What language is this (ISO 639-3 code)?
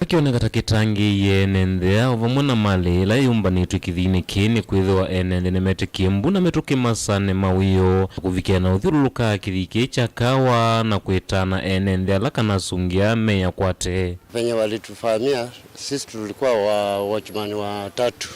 kam